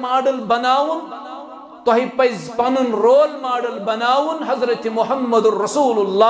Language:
Kashmiri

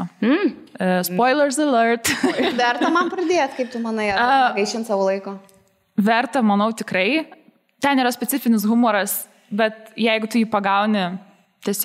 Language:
Lithuanian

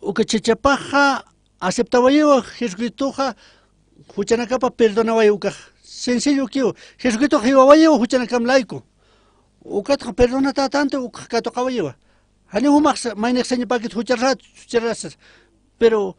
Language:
Aymara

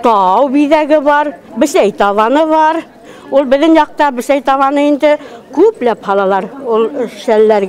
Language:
Bashkir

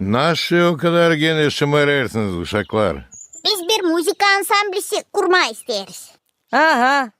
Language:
Gagauz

